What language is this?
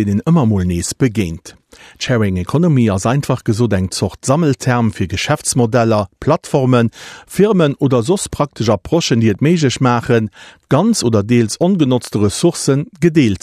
Luxembourgish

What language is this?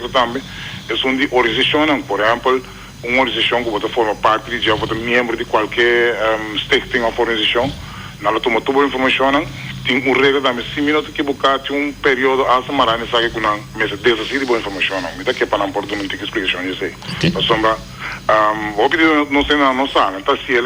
Papiamento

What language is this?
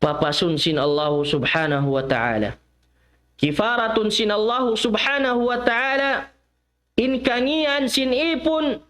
Tausug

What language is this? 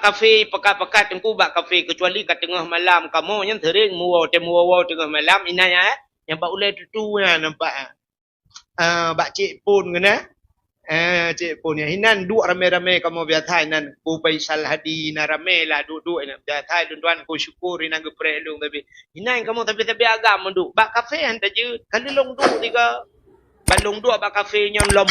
Achinese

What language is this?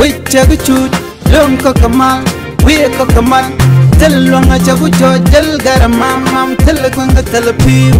Nuer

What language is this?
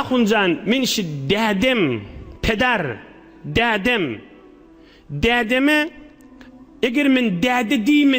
Turkmen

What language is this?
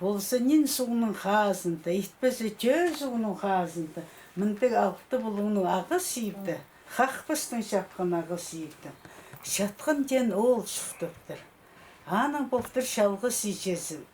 Khakas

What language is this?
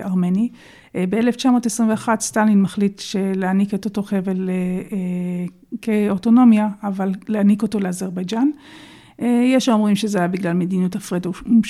Hebrew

